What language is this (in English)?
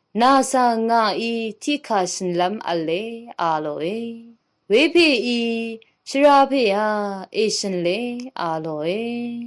Rawang